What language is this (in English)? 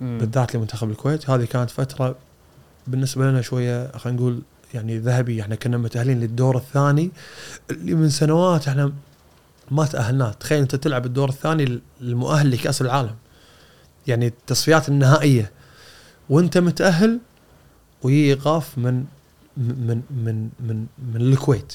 Gulf Arabic